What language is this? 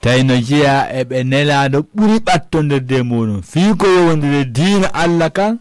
Fula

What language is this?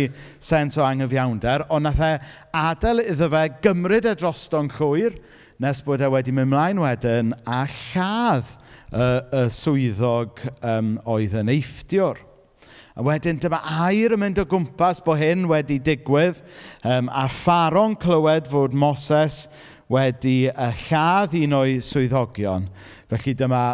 Welsh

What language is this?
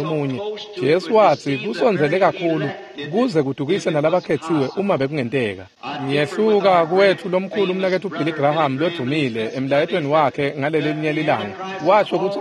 Swati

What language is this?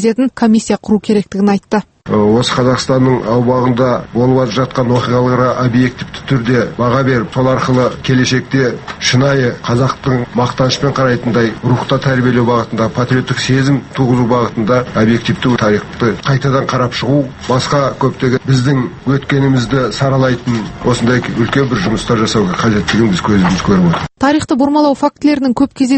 Kazakh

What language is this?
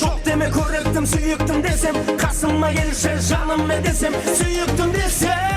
Kara-Kalpak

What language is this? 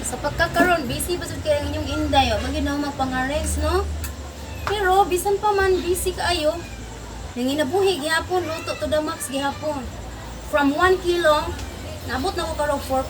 Cebuano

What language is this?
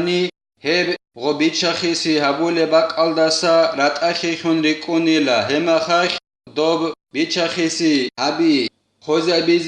Avaric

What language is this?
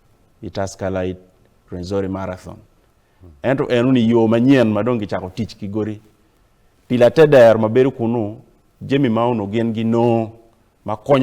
Acoli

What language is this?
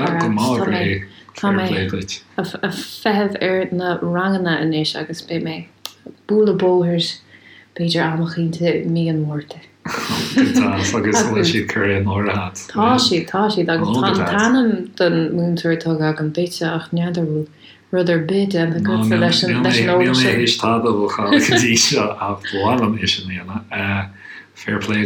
Irish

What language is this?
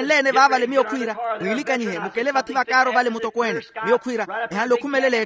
Makhuwa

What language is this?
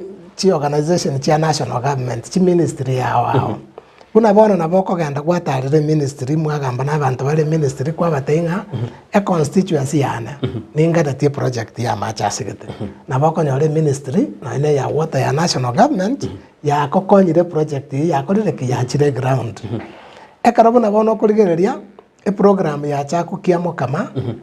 Gusii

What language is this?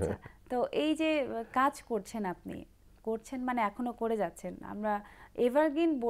Bangla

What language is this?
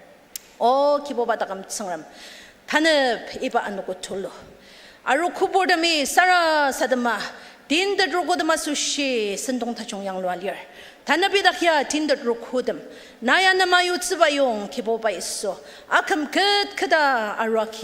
Ao Naga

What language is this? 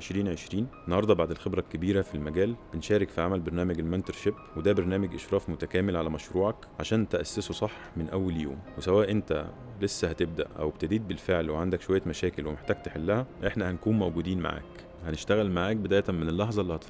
Egyptian Arabic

